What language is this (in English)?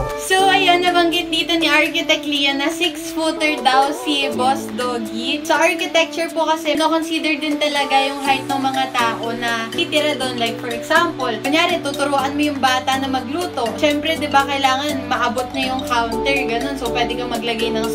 Filipino